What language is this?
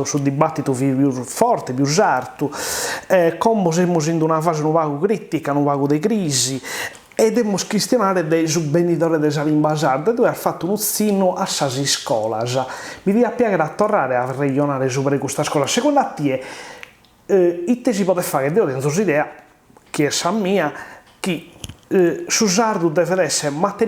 Sardinian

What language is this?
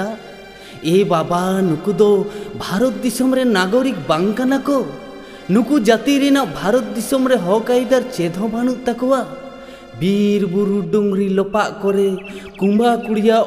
Santali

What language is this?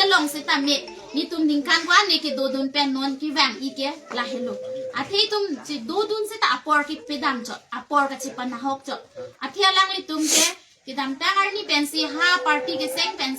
Karbi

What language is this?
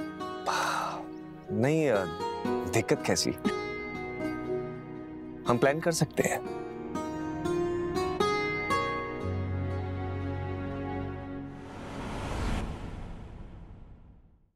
Hindi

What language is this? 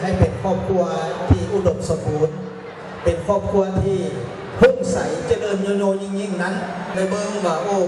Lao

